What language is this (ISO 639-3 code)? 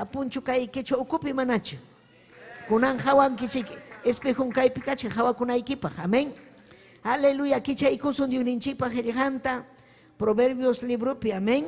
quy